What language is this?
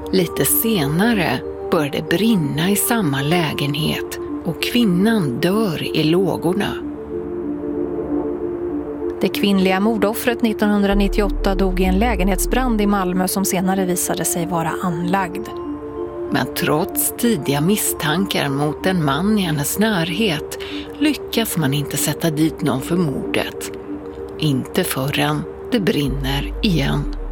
Swedish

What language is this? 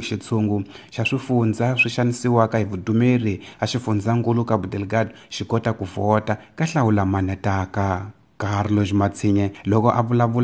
Tsonga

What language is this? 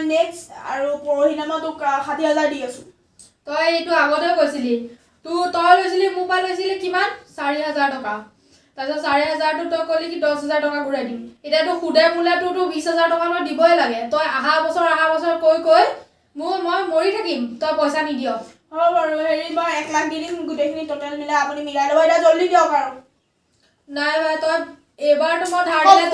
Assamese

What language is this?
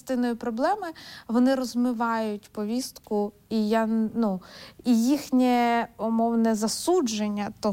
Ukrainian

